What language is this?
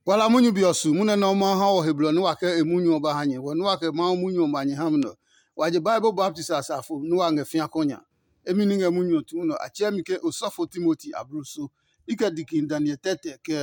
Adangme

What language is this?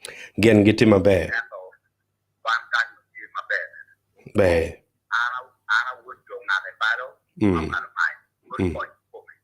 Acoli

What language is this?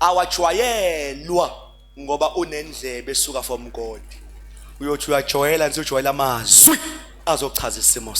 Zulu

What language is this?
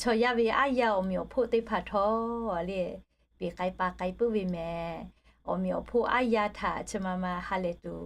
Lahu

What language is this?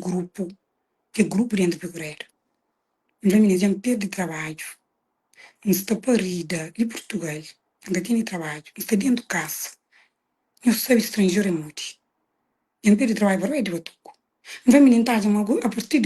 Kabuverdianu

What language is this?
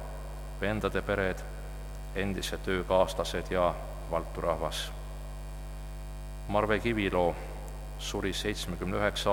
Estonian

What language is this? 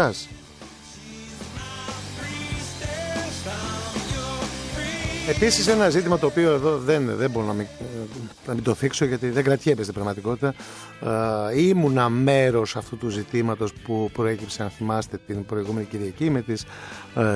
Greek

